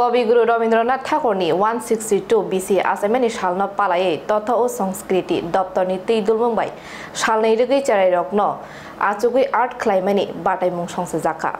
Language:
Kok Borok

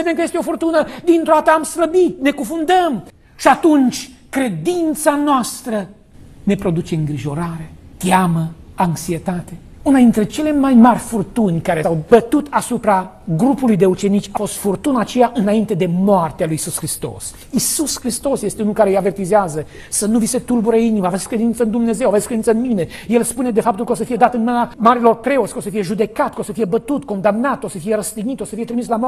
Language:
Romanian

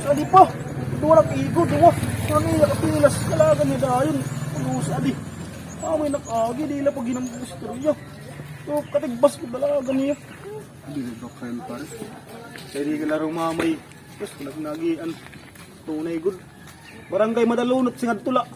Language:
Waray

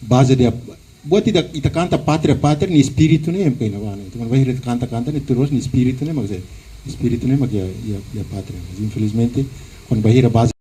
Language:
Tetum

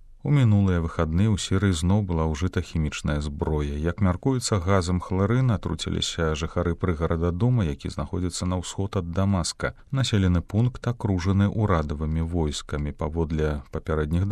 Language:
Belarusian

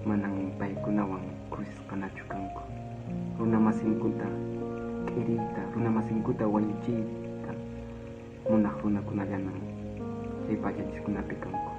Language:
Quechua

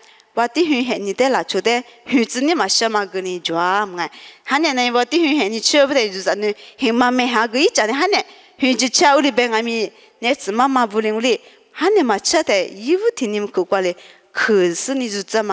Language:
Lisu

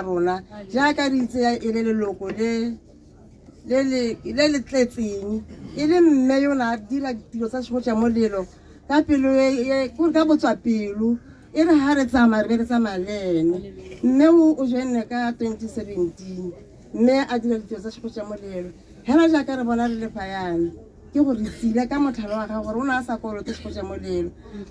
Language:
Tswana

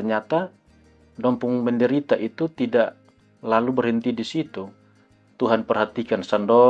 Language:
Kupang Malay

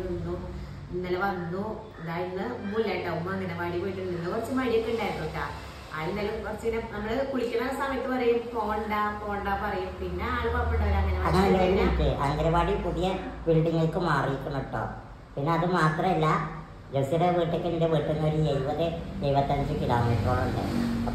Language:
Malayalam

